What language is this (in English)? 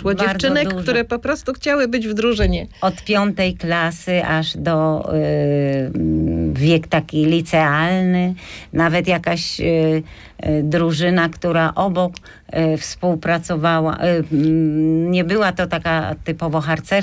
Polish